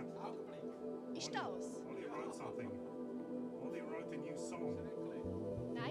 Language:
Swiss German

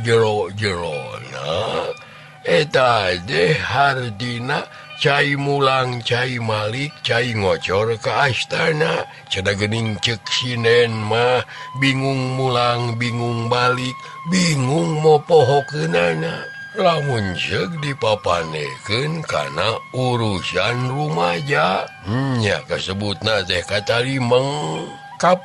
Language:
Sundanese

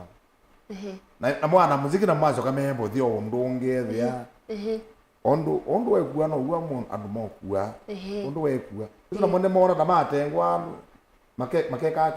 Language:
Kamba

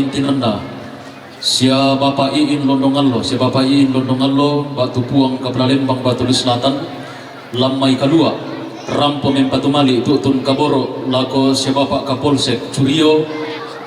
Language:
Toraja-Sa'dan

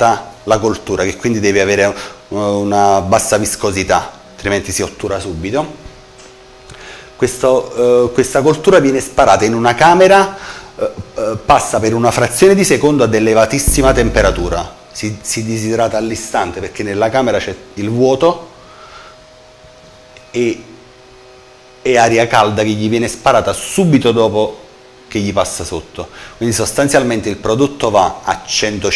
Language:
Italian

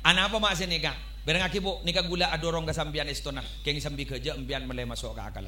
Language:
Madurese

